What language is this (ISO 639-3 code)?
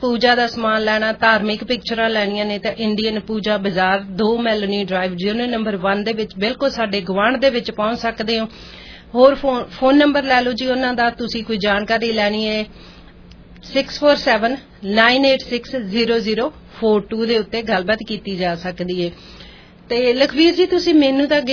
pan